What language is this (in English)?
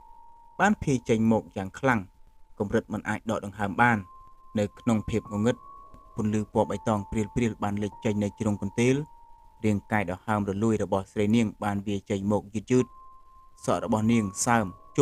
Khmer